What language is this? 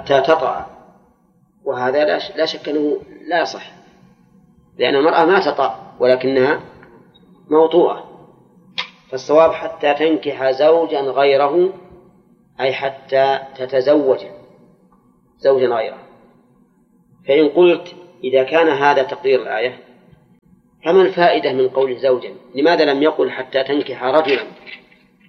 Arabic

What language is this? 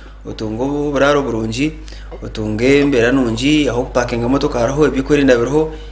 Nyankole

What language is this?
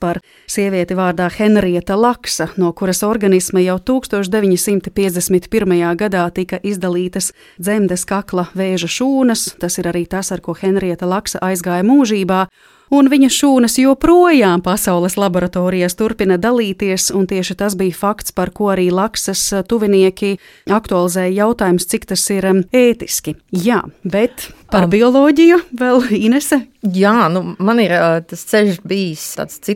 Latvian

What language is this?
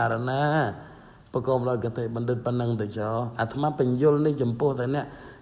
Khmer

